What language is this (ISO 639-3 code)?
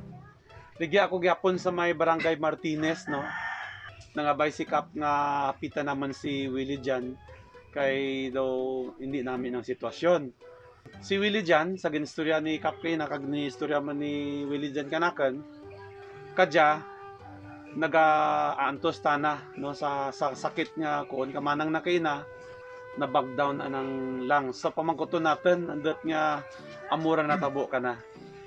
krj